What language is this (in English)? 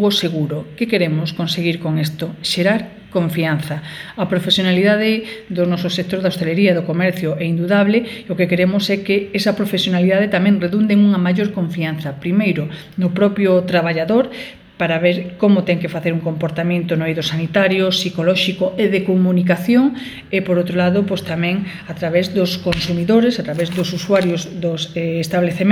Galician